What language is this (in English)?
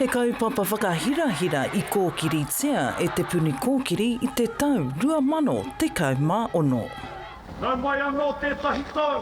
Māori